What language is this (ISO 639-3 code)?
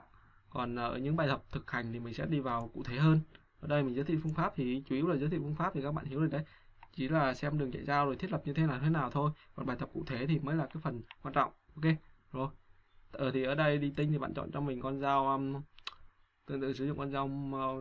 vie